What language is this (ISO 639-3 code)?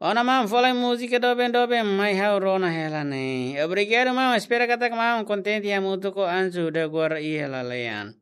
tet